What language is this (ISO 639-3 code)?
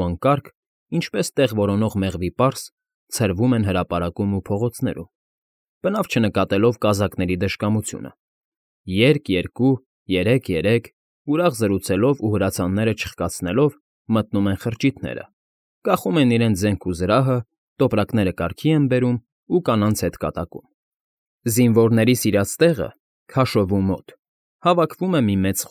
hye